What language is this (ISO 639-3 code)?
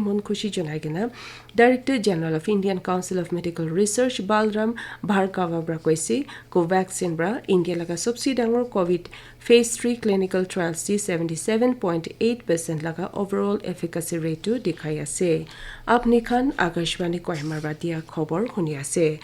nag